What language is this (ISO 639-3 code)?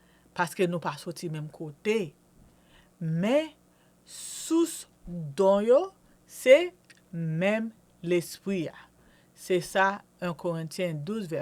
hat